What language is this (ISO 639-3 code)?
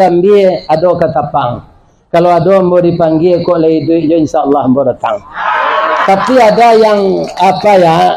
min